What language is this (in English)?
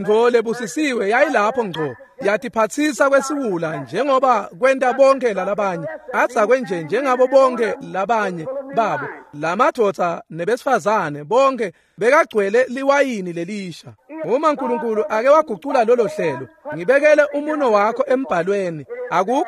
Swati